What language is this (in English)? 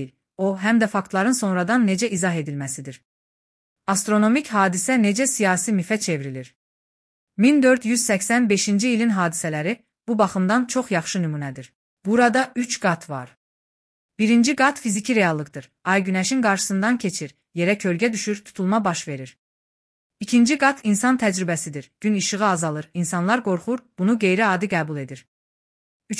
Azerbaijani